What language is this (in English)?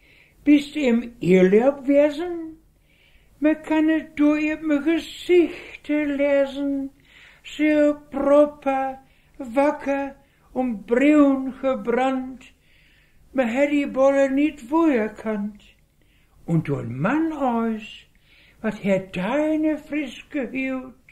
Westphalien